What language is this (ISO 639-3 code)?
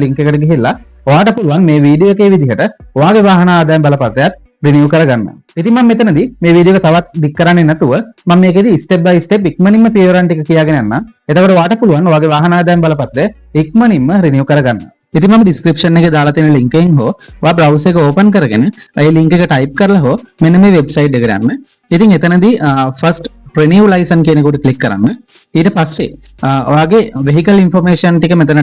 sin